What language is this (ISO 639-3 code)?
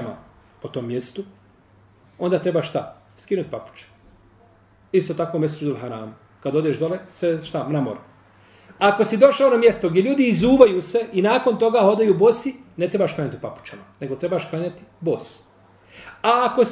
bos